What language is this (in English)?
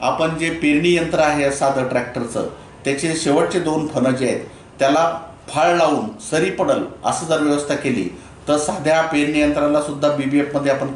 Marathi